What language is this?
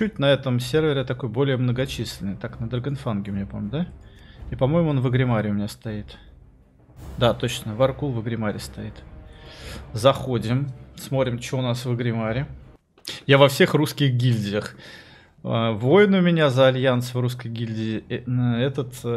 Russian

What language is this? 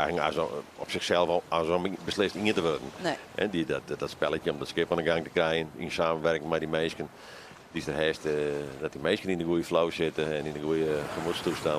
Western Frisian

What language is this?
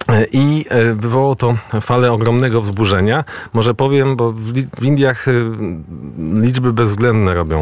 Polish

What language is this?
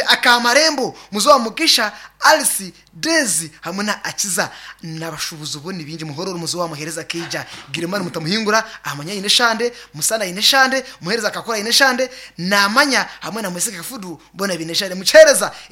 Nyankole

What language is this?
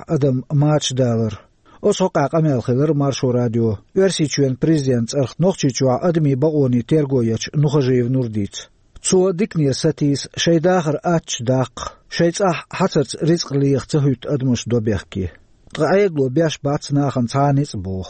Chechen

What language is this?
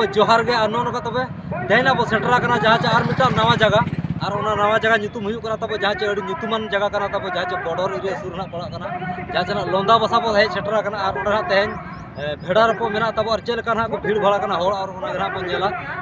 Santali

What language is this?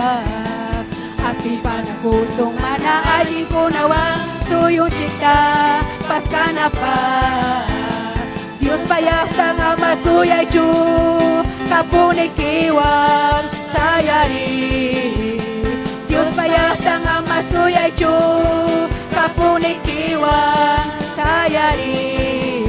Ayacucho Quechua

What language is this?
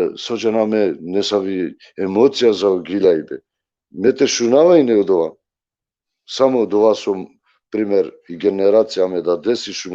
Balkan Romani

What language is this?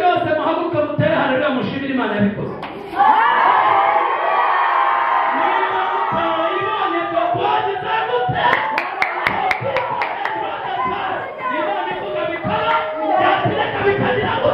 Kinyarwanda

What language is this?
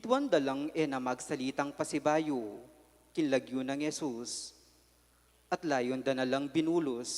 Pampanga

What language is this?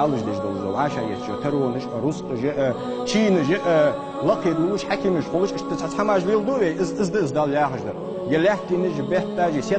Ingush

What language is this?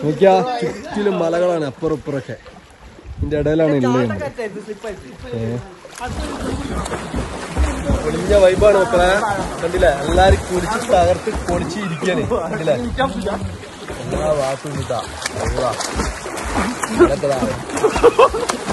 Malayalam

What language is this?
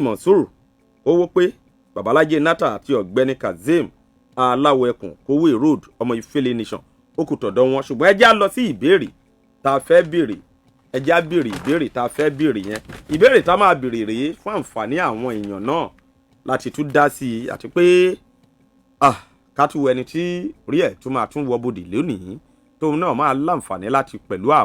Yoruba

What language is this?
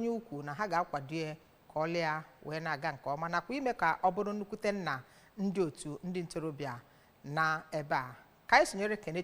Igbo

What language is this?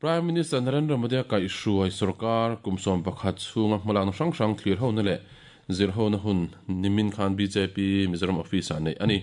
Mizo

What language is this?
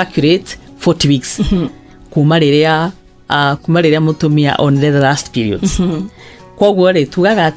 Kikuyu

